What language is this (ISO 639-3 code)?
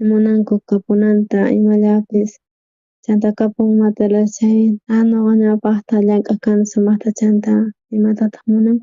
quh